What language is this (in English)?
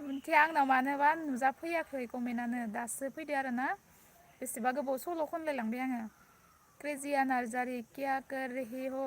Bodo